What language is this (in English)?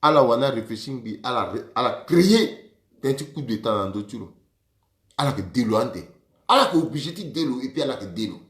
Sango